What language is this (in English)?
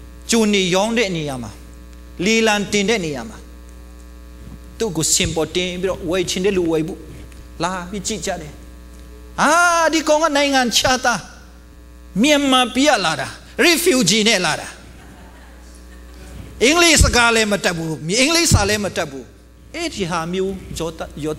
Burmese